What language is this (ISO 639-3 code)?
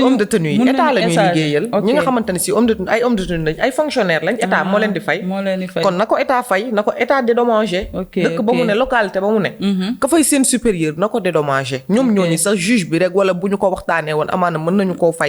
wol